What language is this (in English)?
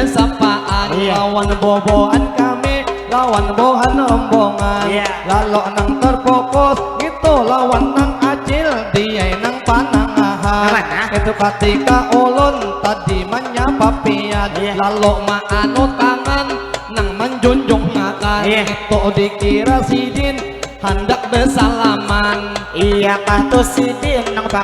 Banjar